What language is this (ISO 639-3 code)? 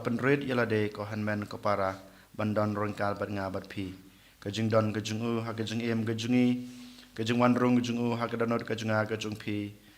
kha